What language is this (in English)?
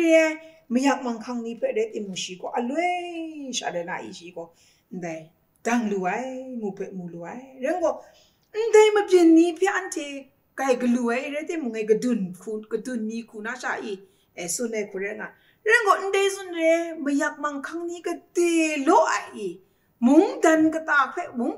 Kachin